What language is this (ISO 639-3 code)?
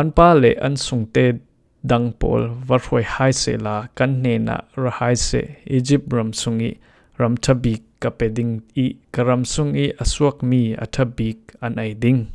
cfm